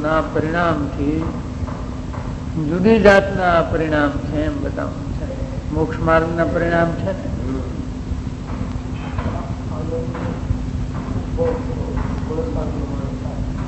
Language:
Gujarati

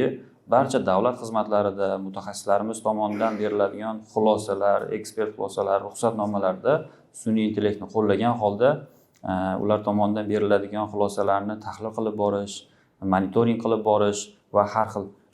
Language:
Uzbek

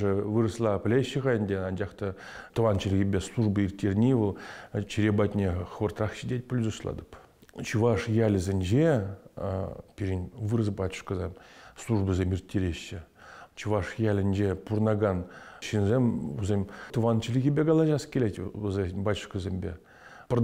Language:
Chuvash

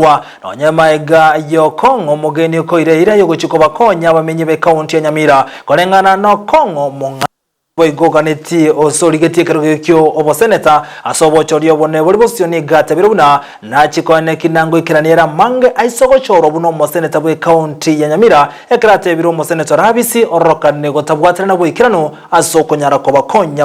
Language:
Gusii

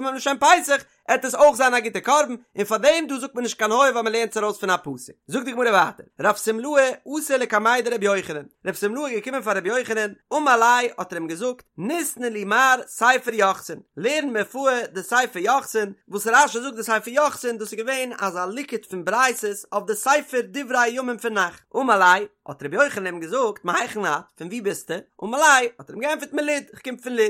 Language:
Yiddish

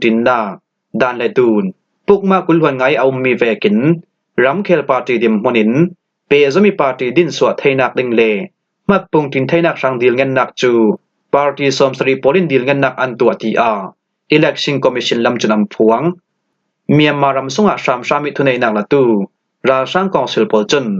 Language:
Falam Chin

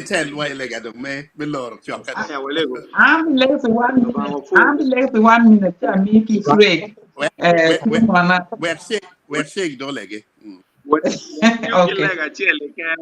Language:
Acoli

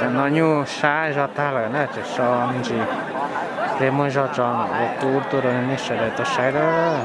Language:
Hmong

